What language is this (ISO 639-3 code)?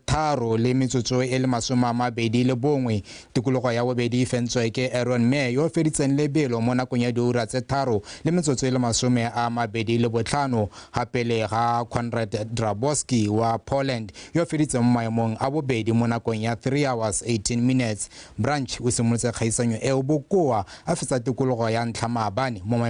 tsn